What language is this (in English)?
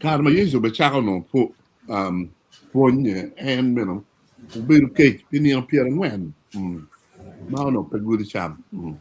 Acoli